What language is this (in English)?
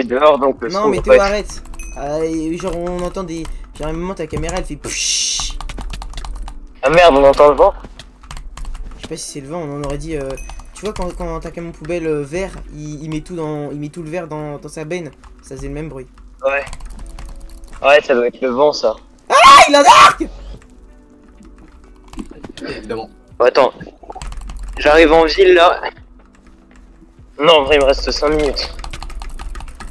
French